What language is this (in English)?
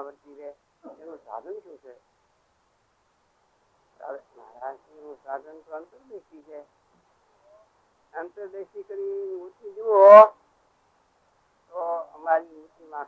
Gujarati